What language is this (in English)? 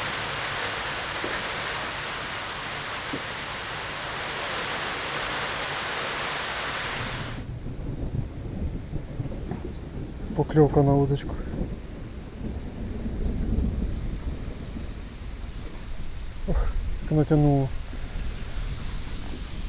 Ukrainian